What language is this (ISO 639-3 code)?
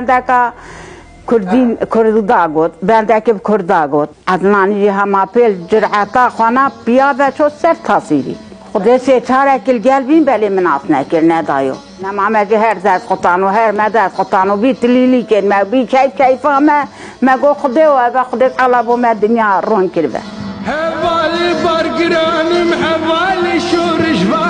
kur